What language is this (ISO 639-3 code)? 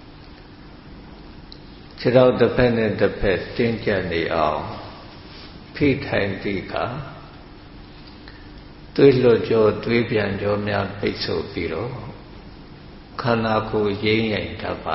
mya